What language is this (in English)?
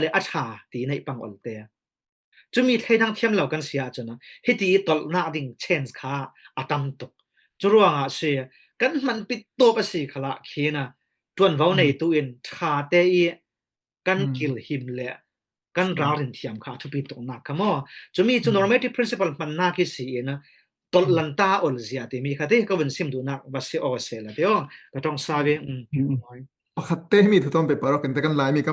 Falam Chin